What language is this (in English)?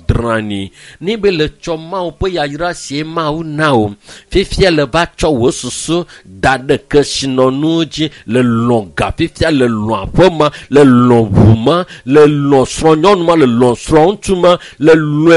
Ewe